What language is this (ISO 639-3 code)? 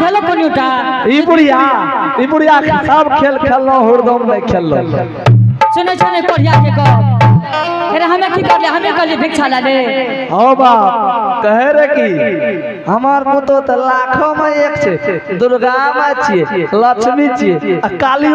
anp